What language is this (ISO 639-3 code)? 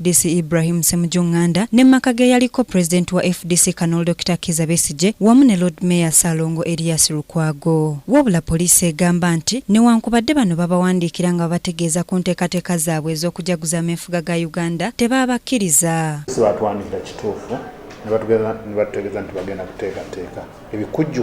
lug